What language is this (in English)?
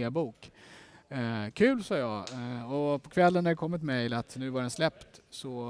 Swedish